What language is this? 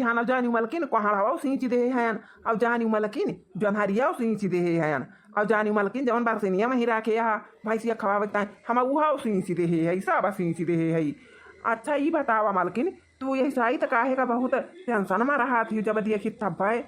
Awadhi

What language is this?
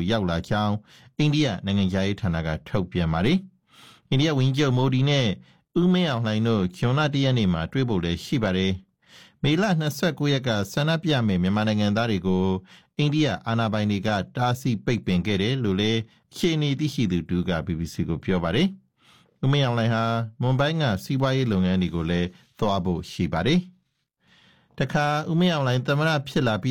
Burmese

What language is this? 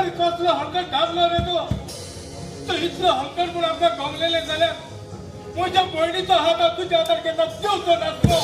Konkani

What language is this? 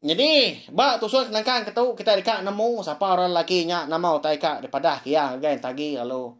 Iban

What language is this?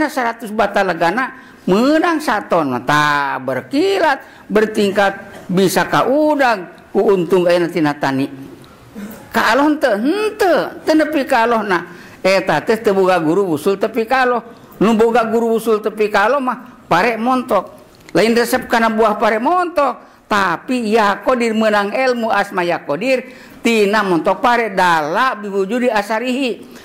Sundanese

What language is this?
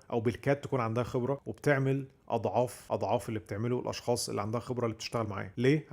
Egyptian Arabic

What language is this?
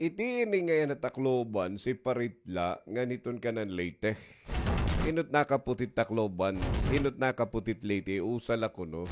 Waray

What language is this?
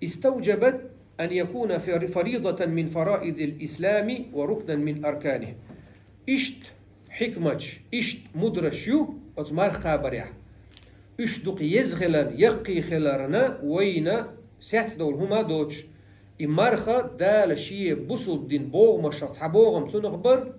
Chechen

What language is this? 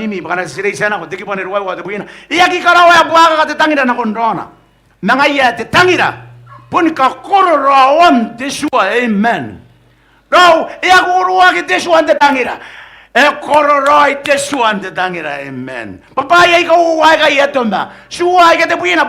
Gilbertese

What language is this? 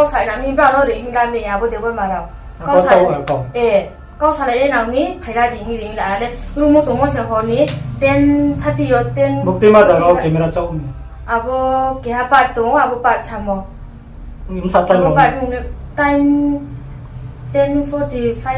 Riang (India)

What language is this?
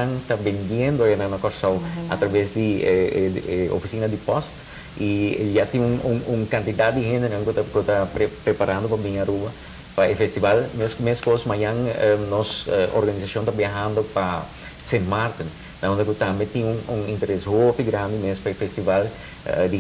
Papiamento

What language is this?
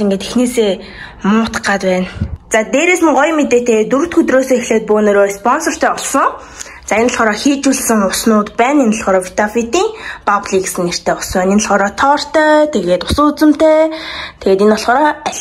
Mongolian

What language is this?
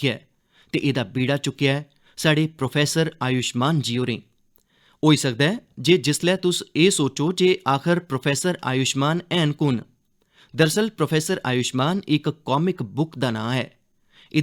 Dogri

